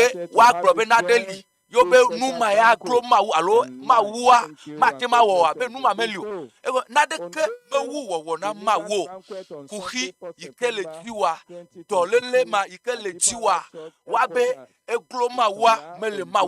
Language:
Ewe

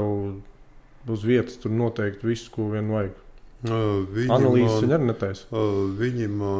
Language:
Latvian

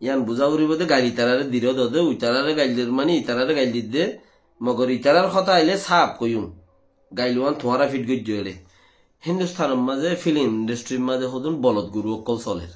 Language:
Rohingya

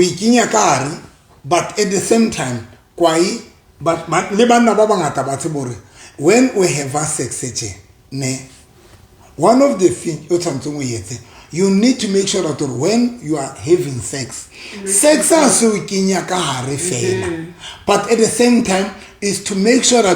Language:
Southern Sotho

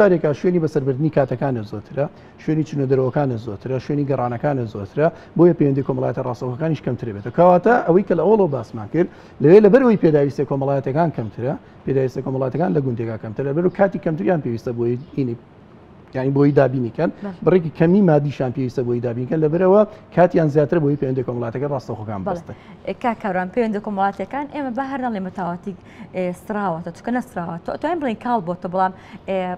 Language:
Central Kurdish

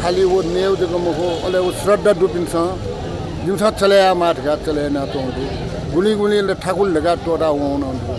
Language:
Newari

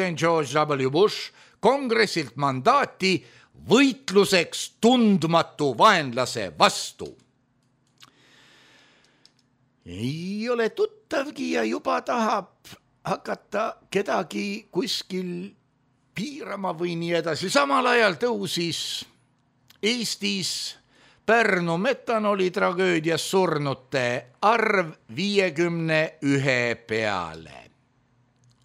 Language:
Estonian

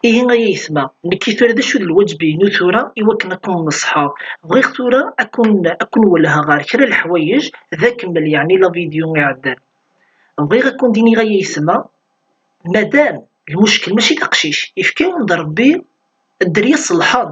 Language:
Kabyle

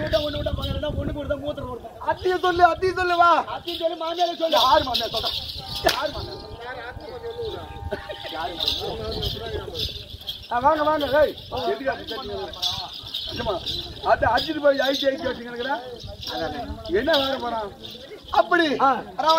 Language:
Tamil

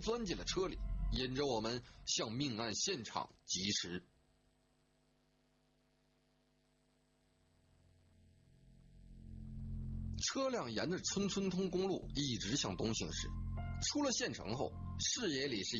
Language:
Chinese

